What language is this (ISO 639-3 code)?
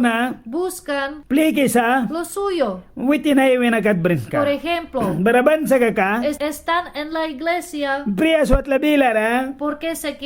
miq